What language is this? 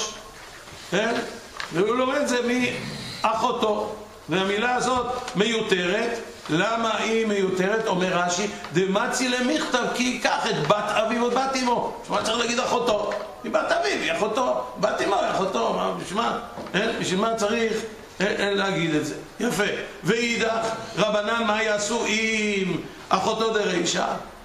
Hebrew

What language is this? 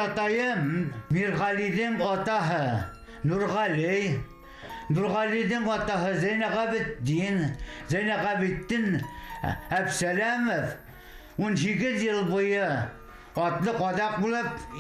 Bashkir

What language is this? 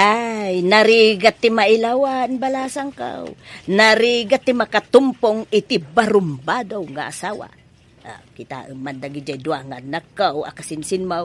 Iloko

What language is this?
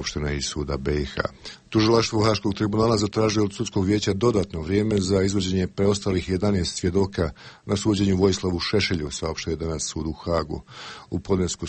Croatian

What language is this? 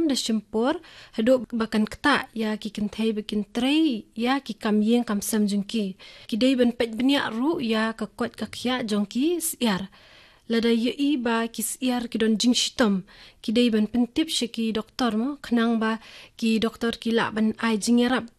Khasi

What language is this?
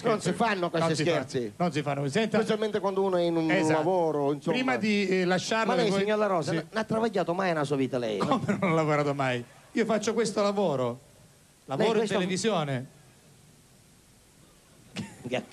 Italian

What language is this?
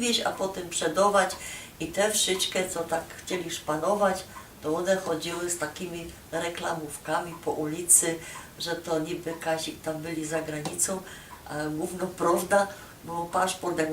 Silesian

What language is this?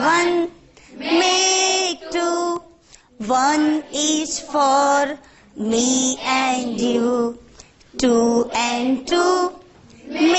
English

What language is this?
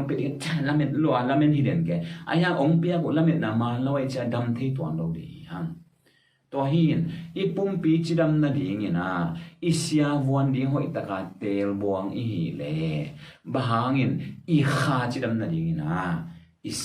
Tedim Chin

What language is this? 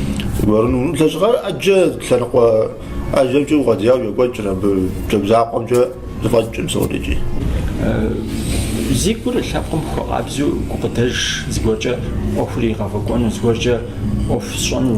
Kabardian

